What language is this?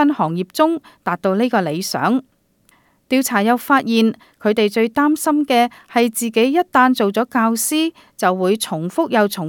Cantonese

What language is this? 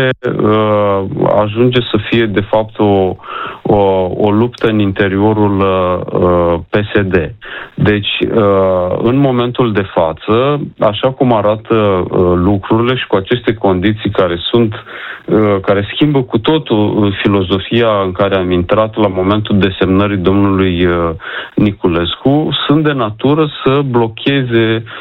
Romanian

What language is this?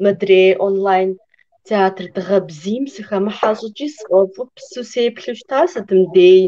Kabardian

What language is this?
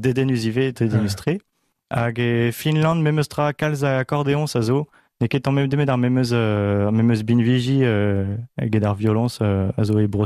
Breton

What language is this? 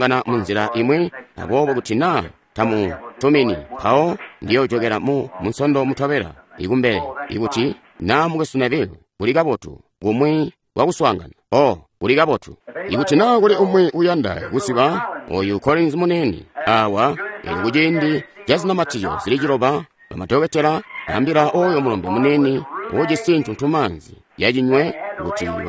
Tonga (Zambia)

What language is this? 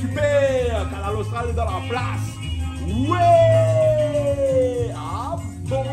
Réunion Creole French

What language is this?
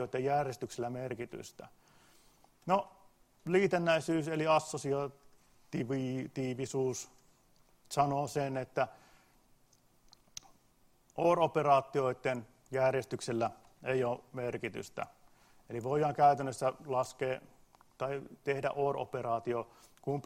Finnish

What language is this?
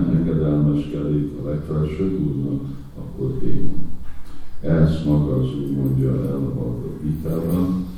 Hungarian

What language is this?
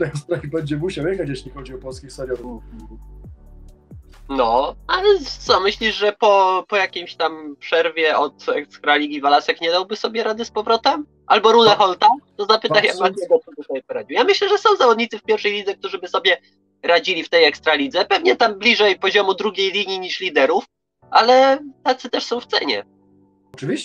Polish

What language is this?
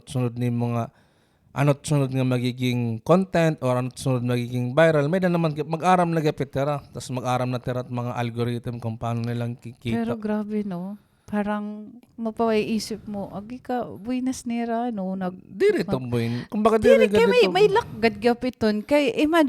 Waray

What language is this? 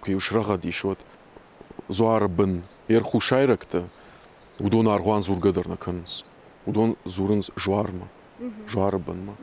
Ossetic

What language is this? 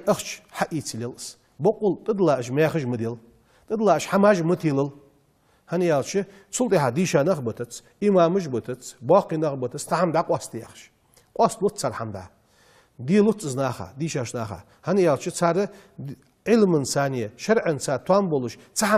Ingush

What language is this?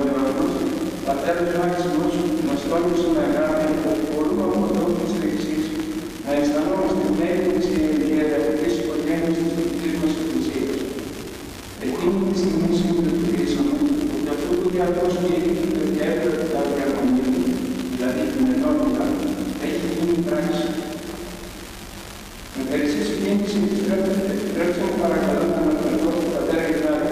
Greek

